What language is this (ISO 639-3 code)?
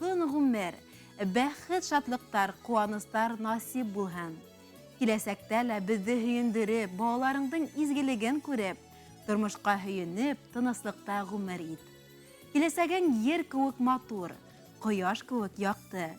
bak